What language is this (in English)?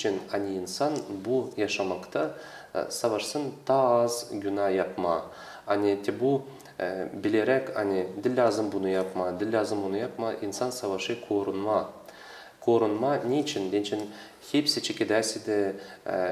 Gagauz